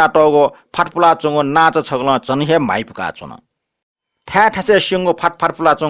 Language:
Newari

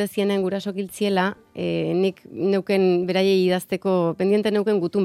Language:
Basque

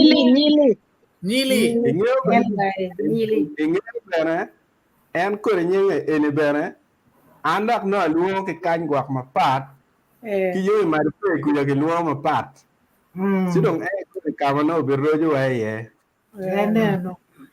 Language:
Acoli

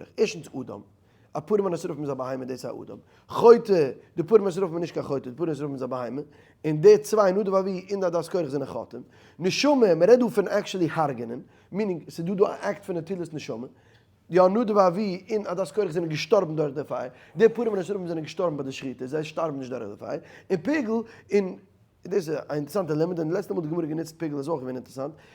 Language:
Yiddish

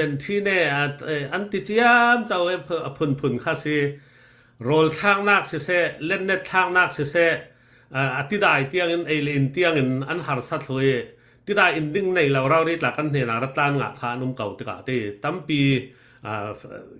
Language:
Falam Chin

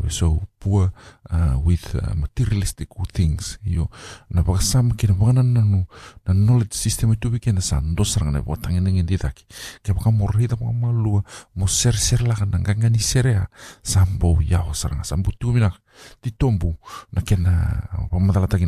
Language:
Fijian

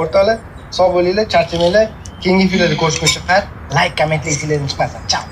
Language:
Uzbek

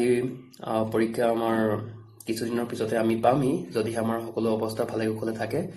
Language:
Assamese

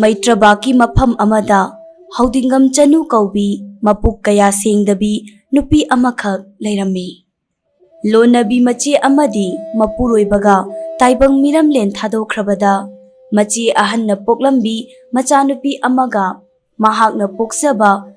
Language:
Manipuri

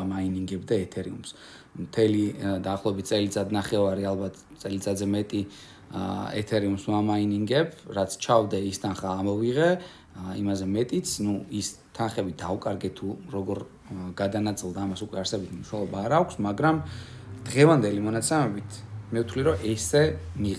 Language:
Georgian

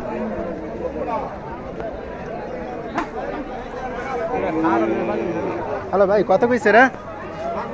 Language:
Bangla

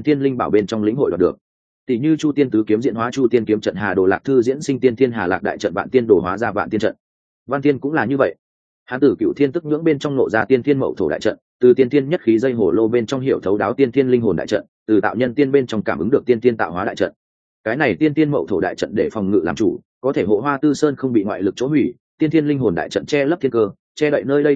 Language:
Vietnamese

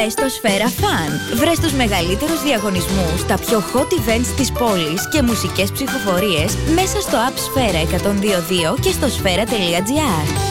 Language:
Greek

